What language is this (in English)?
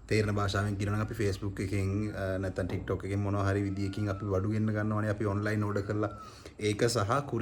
Sinhala